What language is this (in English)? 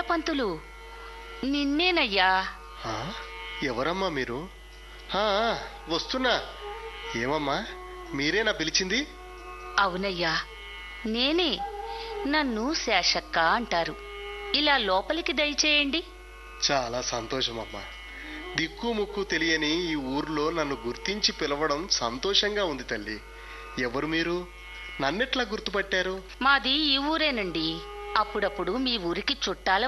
Telugu